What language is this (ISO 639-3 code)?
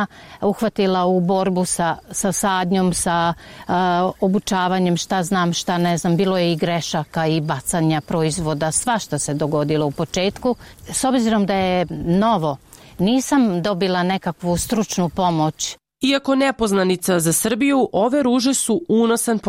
srp